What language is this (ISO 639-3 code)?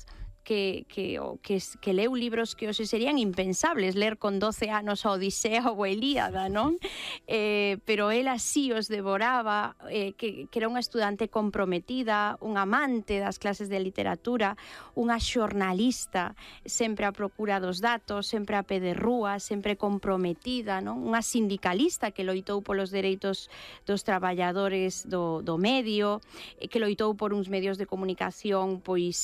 glg